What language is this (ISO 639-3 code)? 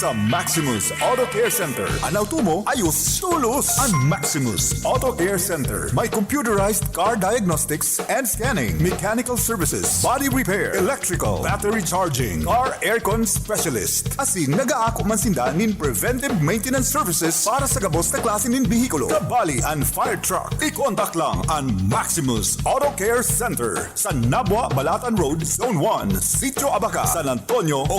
bik